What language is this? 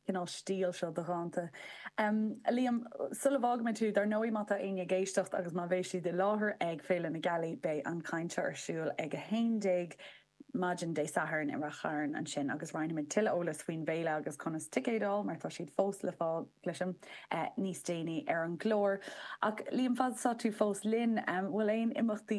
Irish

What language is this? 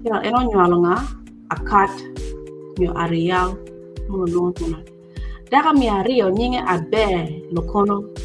Acoli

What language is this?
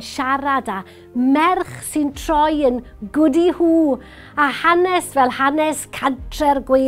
Welsh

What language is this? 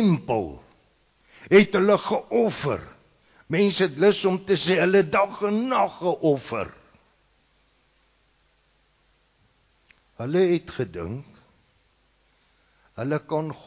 Afrikaans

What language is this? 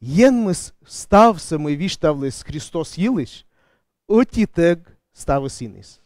Komi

